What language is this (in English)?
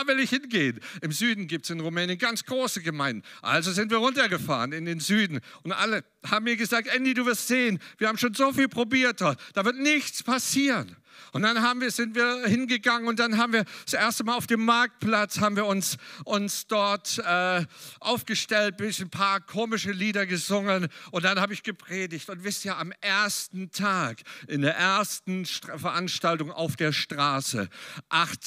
German